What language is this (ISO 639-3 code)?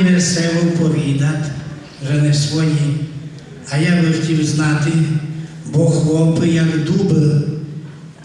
rue